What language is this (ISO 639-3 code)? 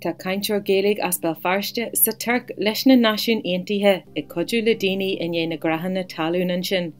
gle